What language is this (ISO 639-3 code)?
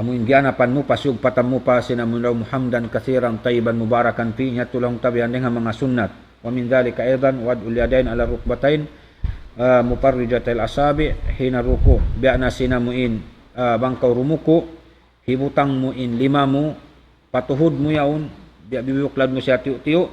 tsg